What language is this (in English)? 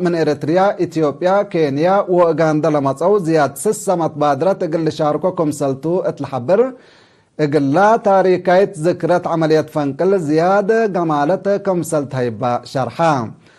Tigre